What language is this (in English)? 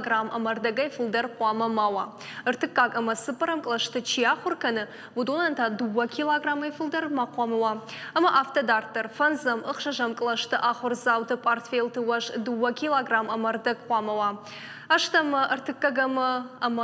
Ossetic